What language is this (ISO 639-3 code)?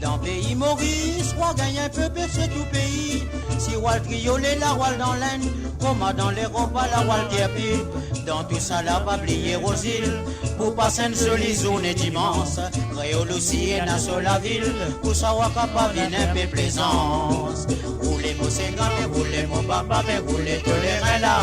mfe